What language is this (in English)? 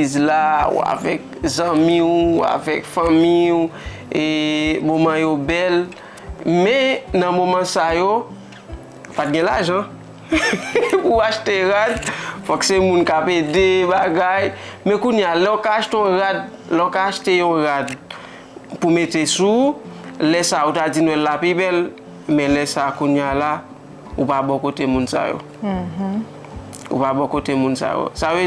Haitian Creole